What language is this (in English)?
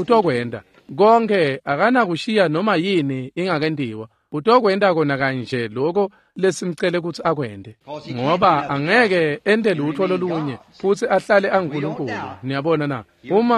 Swati